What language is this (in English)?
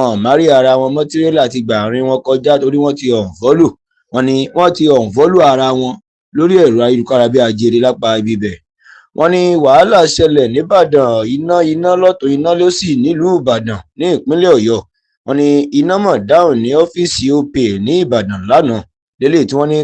Yoruba